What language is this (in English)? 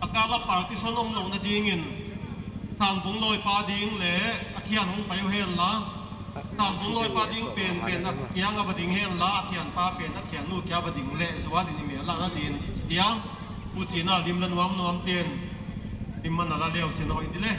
Paite Chin